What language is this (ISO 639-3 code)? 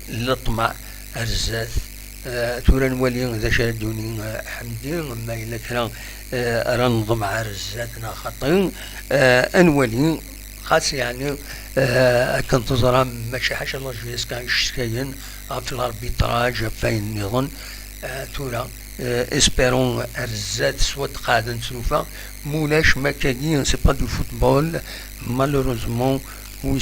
kab